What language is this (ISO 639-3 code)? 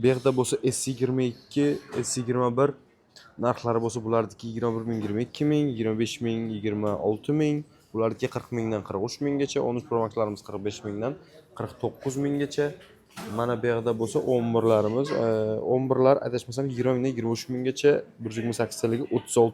uzb